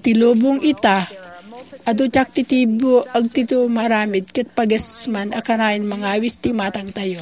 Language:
Iloko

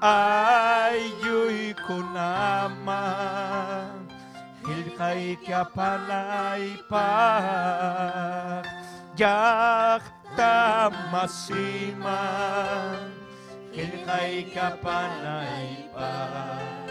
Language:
Ayacucho Quechua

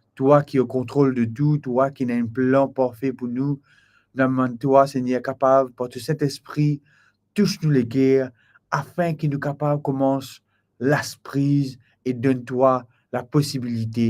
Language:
Morisyen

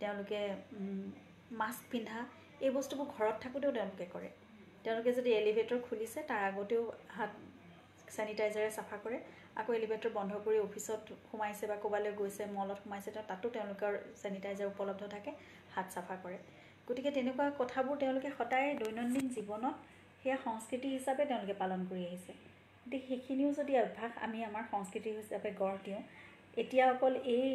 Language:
Assamese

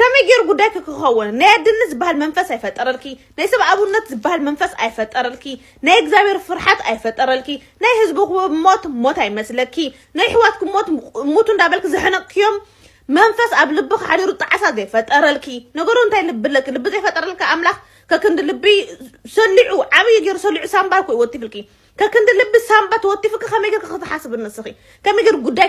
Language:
Tigrinya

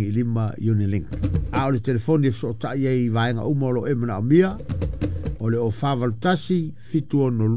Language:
Samoan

